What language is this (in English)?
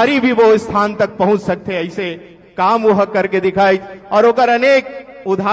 Chhattisgarhi